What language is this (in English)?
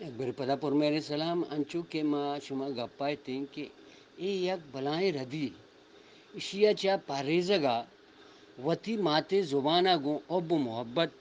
Eastern Balochi